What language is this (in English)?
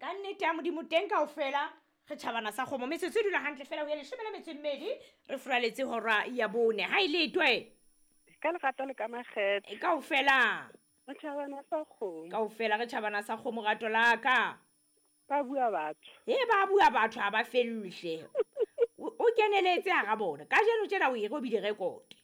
Southern Sotho